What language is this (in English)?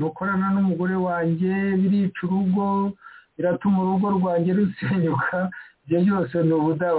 Kinyarwanda